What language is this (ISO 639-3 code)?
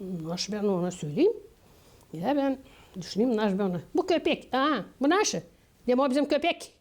gag